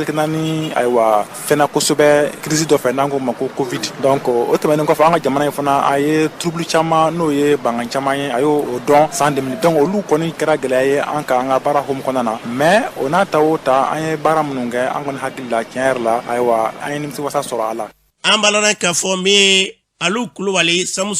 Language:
Bambara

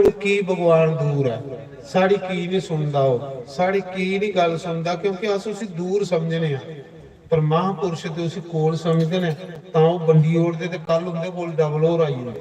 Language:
Dogri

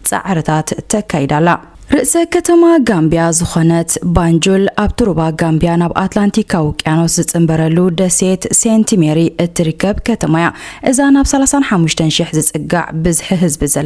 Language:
Tigrinya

